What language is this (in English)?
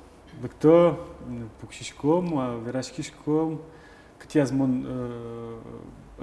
Udmurt